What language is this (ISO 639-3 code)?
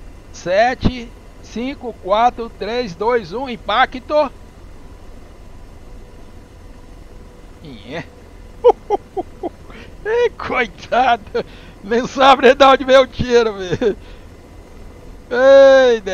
por